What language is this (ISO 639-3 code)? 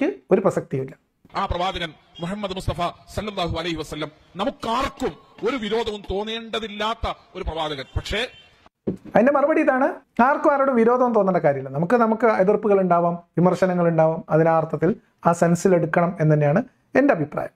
mal